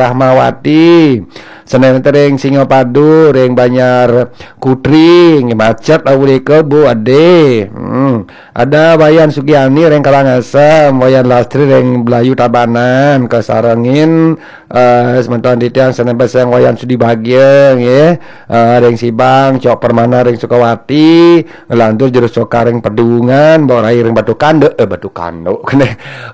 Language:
Balinese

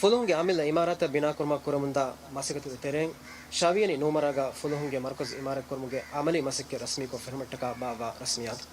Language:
Divehi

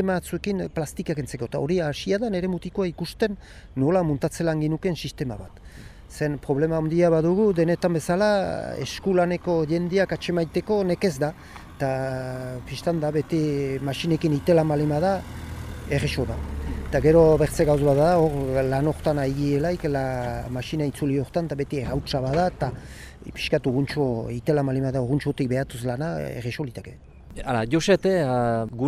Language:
Basque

